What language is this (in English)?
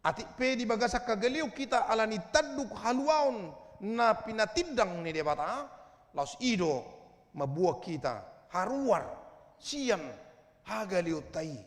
Batak Toba